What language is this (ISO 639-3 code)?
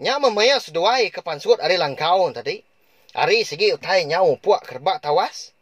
iba